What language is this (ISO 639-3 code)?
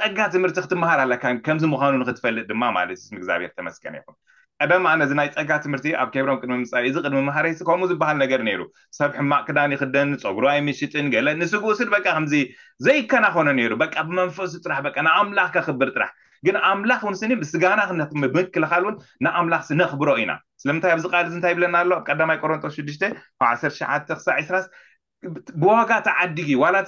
tir